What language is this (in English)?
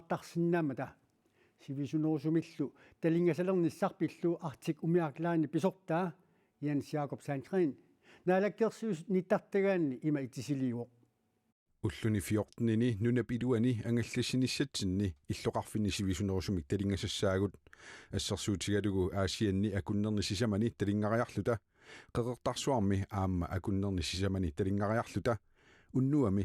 Kalaallisut